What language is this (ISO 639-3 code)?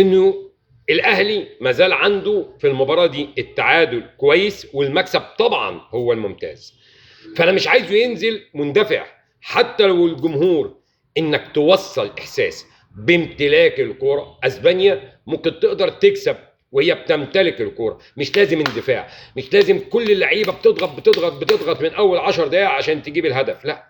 arz